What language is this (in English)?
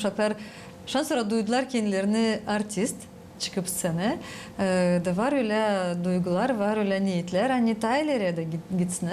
Gagauz